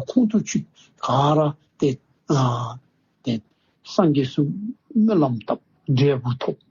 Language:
Dzongkha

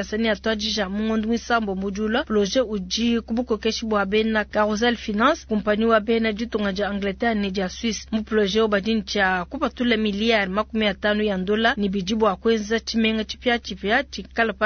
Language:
Luba-Lulua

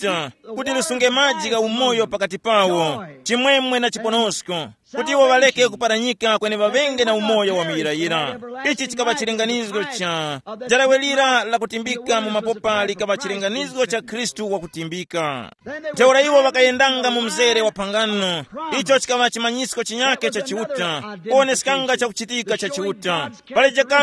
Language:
Tumbuka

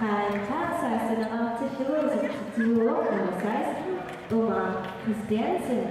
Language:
Kalaallisut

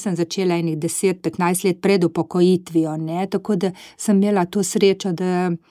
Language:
Slovenian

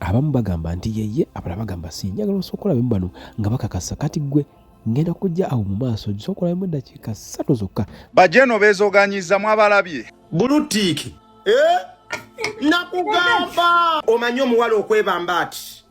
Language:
Ganda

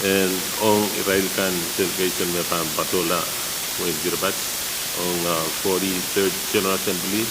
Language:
Pohnpeian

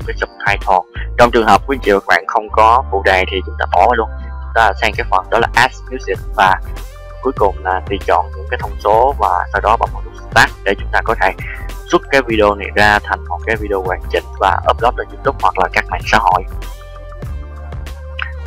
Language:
Vietnamese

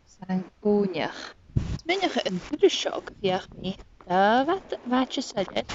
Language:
Scottish Gaelic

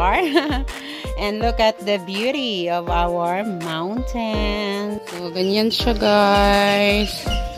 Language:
Filipino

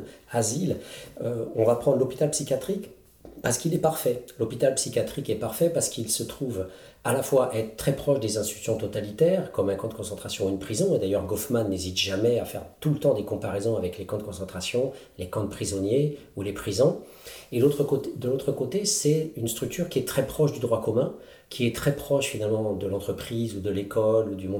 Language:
French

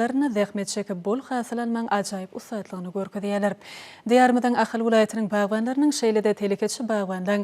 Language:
Turkmen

